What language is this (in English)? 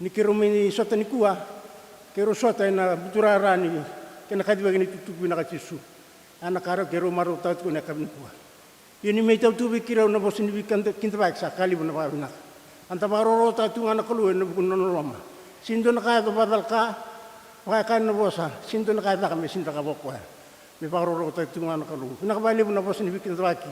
Fijian